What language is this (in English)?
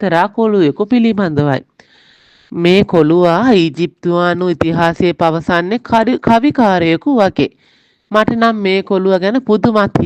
Sinhala